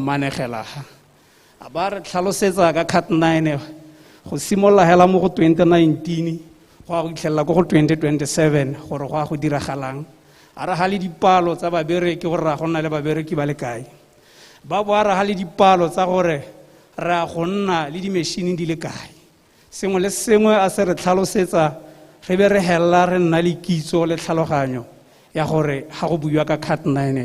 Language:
Tswana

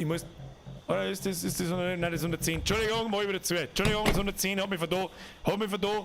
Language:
Bavarian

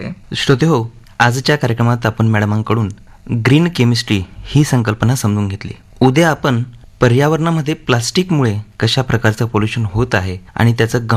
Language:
Marathi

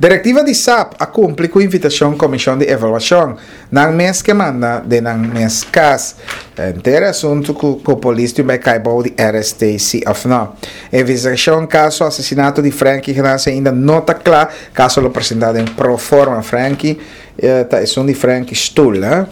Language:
Papiamento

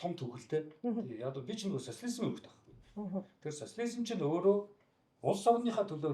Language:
Mongolian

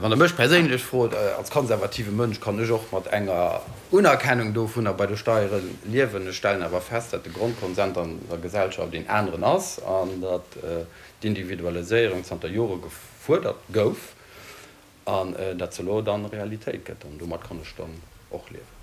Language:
Luxembourgish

